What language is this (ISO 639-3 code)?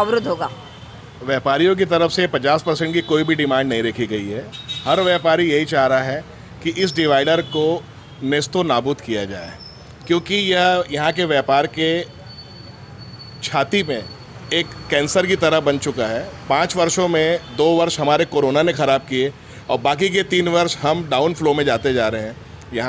hin